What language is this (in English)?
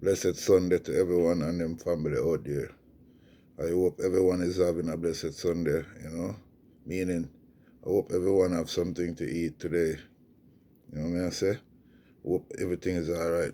Jamaican Creole English